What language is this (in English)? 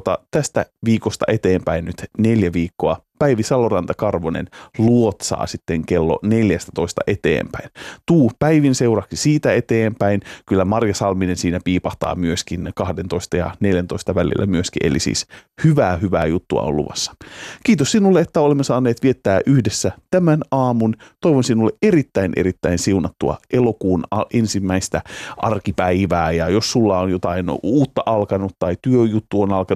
Finnish